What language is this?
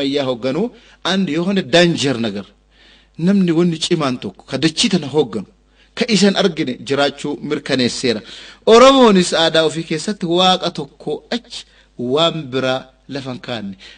Oromo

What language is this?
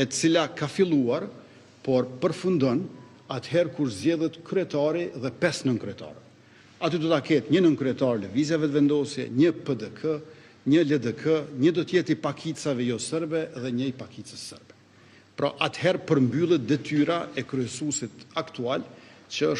Albanian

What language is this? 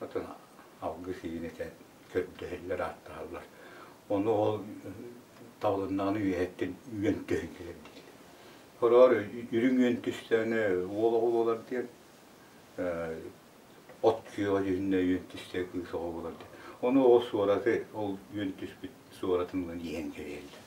Yakut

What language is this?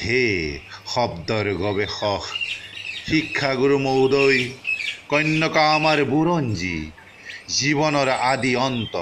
Assamese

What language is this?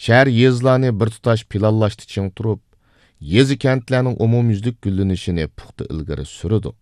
Uyghur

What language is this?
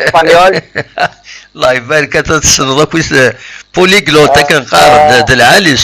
Kabyle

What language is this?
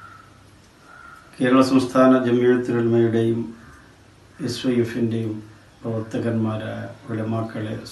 Malayalam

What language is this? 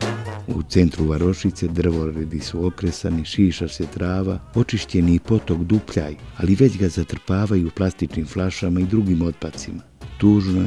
Serbian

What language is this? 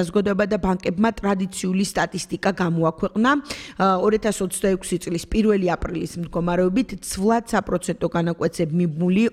Georgian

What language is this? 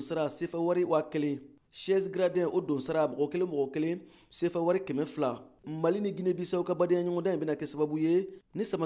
Bambara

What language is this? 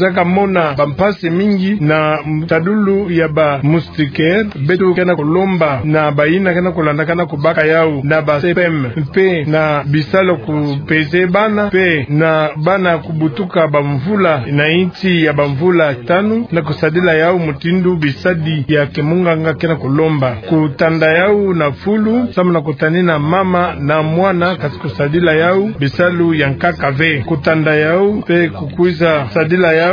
Kituba (Democratic Republic of Congo)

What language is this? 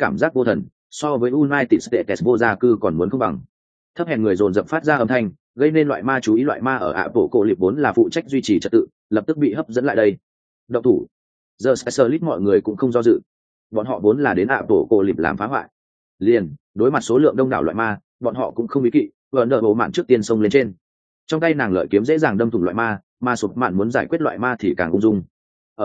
Vietnamese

